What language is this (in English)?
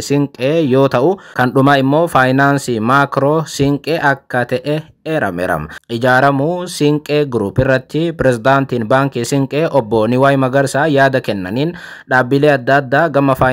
Oromo